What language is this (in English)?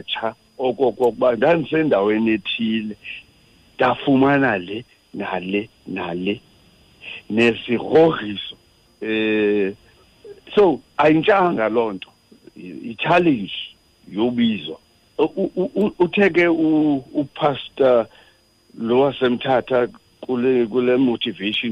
Xhosa